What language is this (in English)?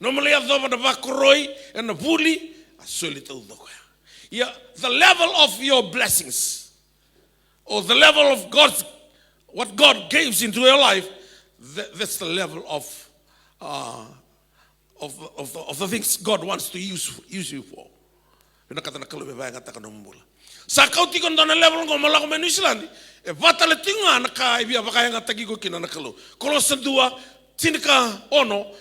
Fijian